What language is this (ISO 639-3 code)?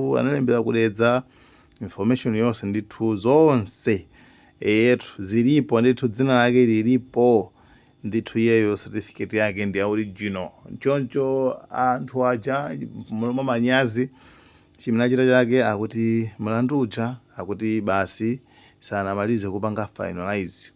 nya